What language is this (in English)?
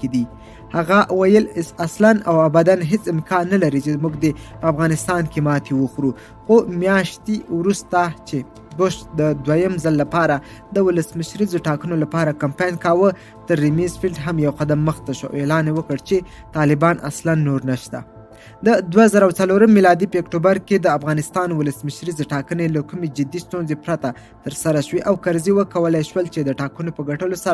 Pashto